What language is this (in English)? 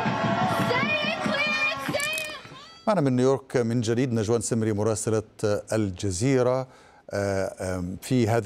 Arabic